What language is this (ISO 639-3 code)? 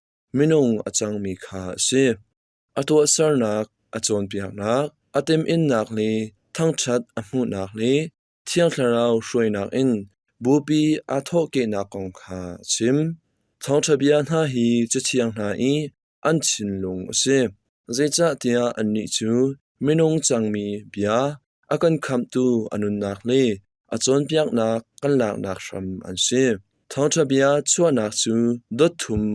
cnh